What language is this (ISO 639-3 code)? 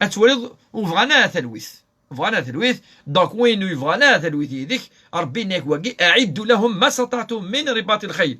kab